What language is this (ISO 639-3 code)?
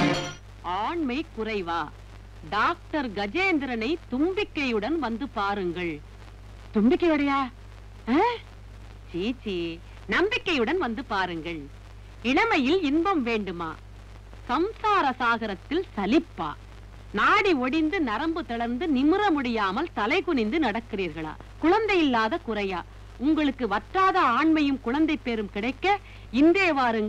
tam